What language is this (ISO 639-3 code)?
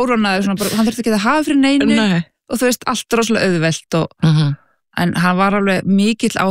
isl